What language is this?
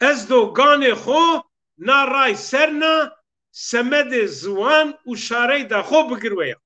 Zaza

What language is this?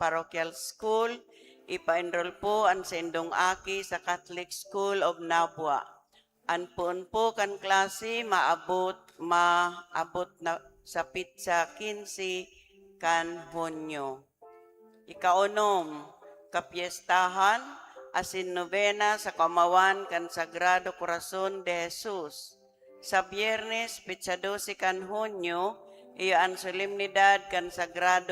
Bikol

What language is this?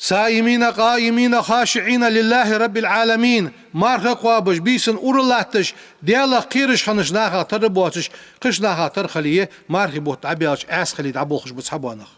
Ingush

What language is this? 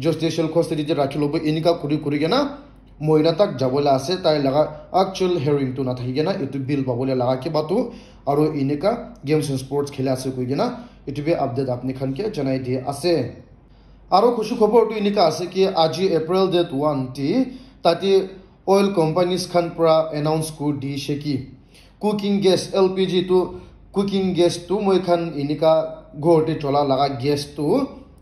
Naga Pidgin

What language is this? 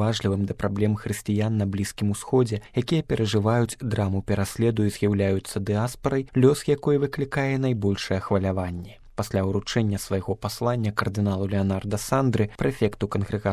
Belarusian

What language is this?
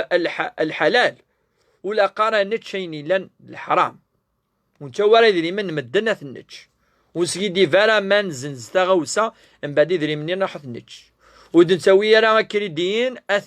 Kabyle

